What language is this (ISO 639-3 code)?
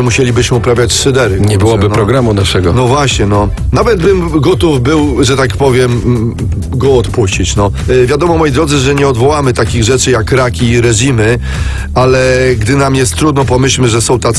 pol